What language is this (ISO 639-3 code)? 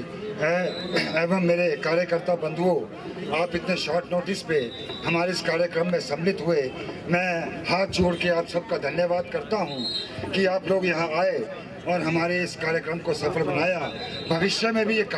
hin